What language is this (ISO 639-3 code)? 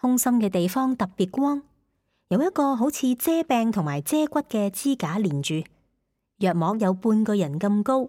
yue